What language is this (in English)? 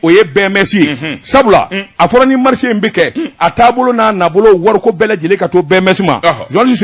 Bambara